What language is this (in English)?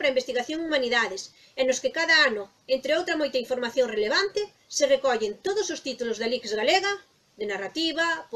Galician